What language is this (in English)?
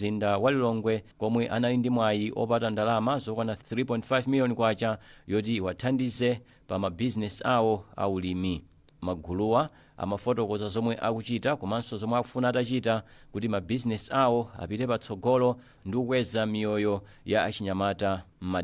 Nyanja